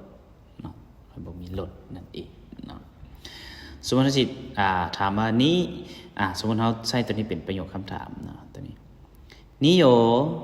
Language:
Lao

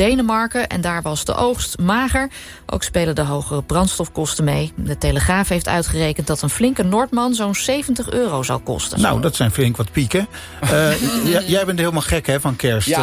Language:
Dutch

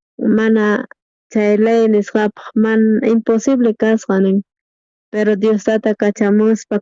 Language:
South Bolivian Quechua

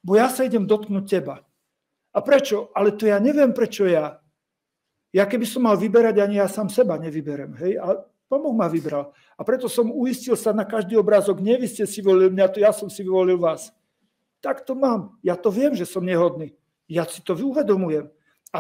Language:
Slovak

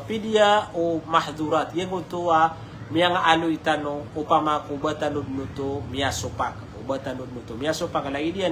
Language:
Maranao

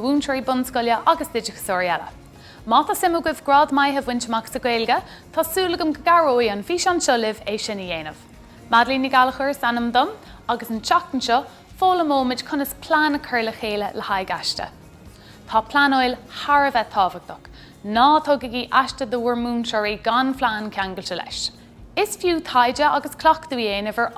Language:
Irish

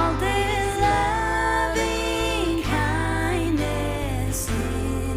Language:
Faroese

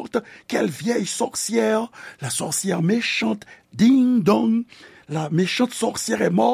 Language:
Haitian Creole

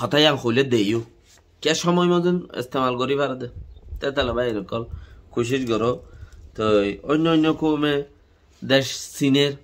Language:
Rohingya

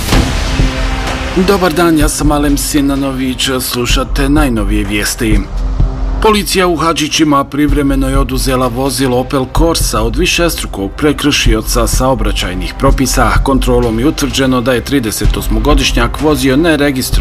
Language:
Bosnian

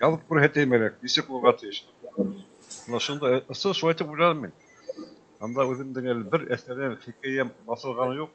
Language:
Bashkir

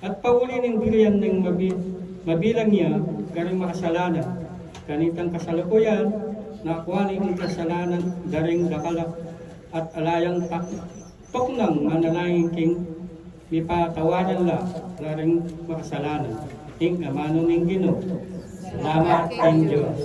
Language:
Pampanga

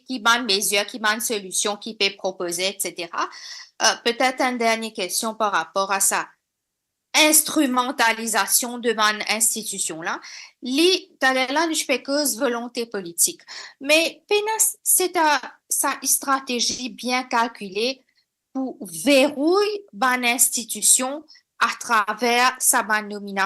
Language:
Morisyen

